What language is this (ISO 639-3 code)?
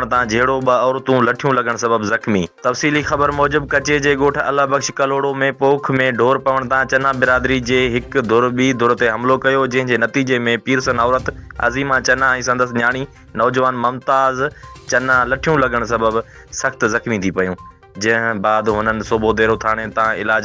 snd